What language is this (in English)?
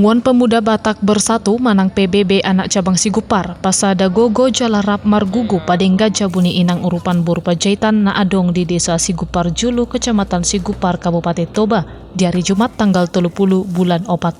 Batak Toba